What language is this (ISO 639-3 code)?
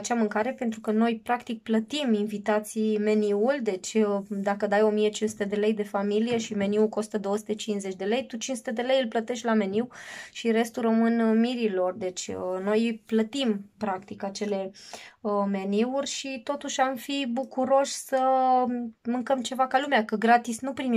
ron